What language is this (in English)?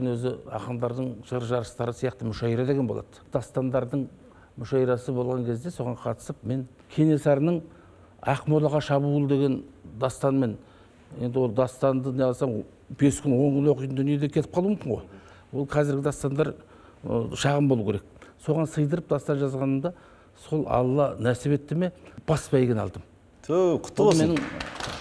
Kazakh